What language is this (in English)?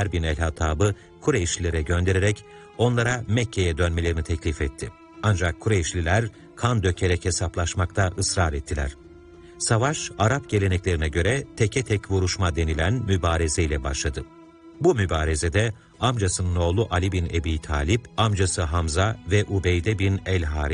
Turkish